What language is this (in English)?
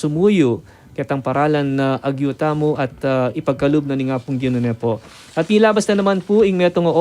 Pampanga